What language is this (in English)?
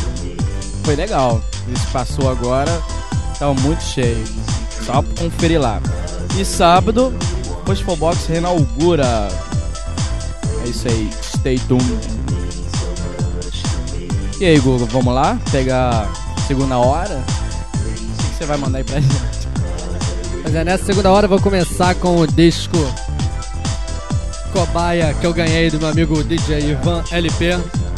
Portuguese